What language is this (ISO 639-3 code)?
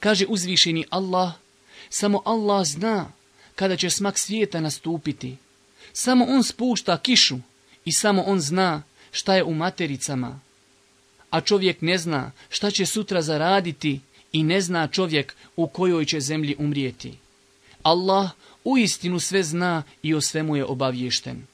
bos